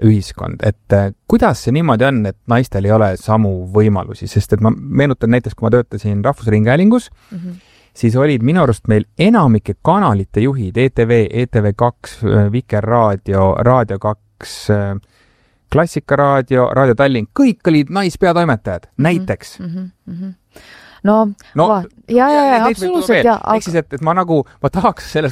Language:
Estonian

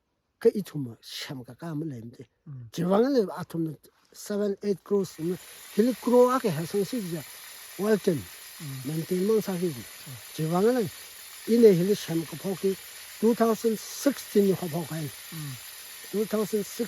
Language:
Tangkhul Naga (India)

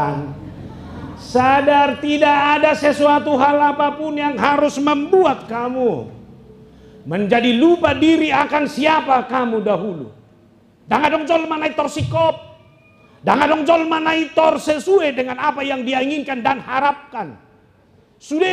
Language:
Batak Toba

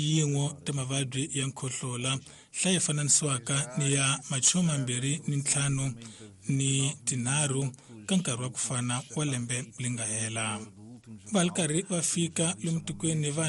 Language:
Tsonga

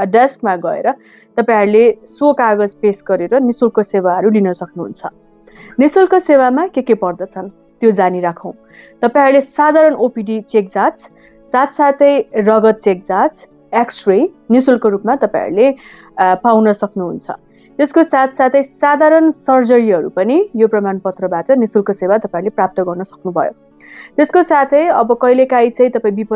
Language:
Nepali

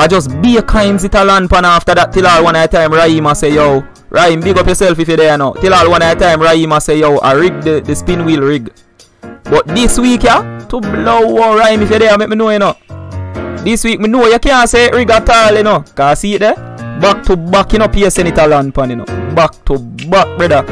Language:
Jamaican Creole English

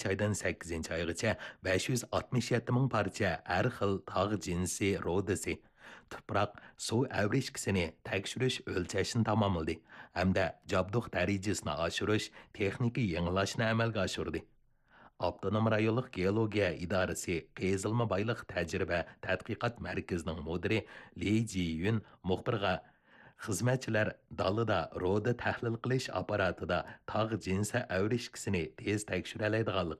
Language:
Uyghur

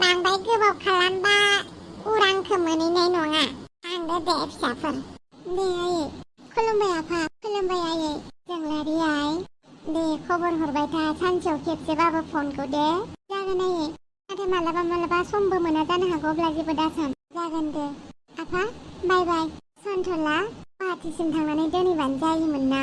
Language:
Bodo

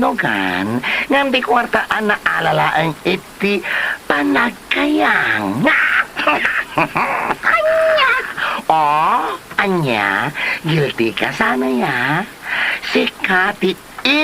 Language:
Iloko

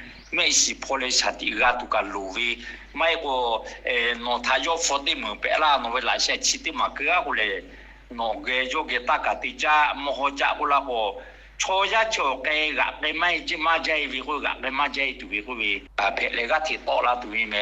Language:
Lahu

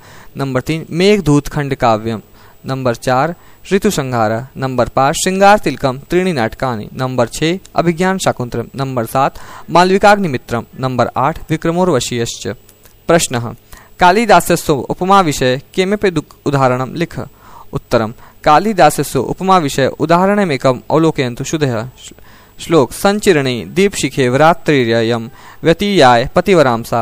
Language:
Sanskrit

